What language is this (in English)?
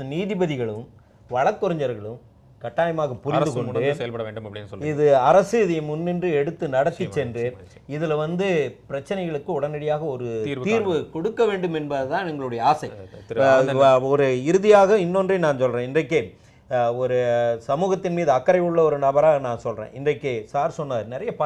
Tamil